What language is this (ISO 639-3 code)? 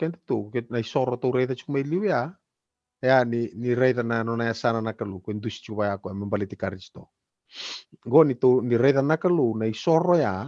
fij